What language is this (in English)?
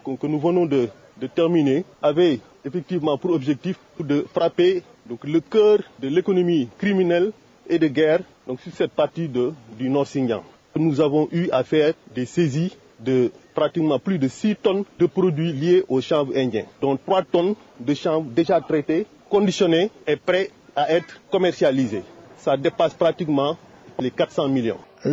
French